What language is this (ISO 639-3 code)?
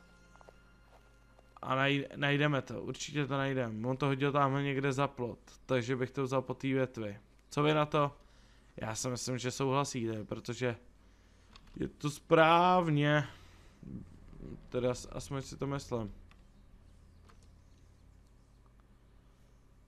ces